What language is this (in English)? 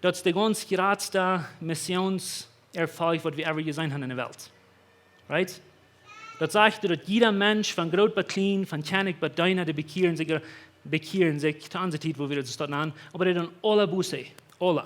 Plautdietsch